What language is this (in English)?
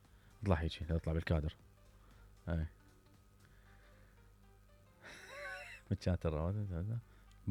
Mesopotamian Arabic